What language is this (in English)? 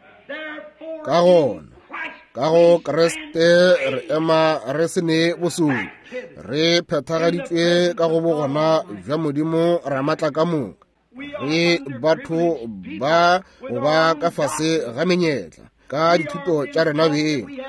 Northern Sotho